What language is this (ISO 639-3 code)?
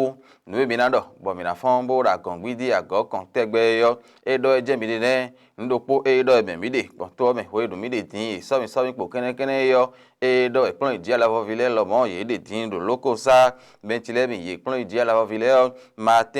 fon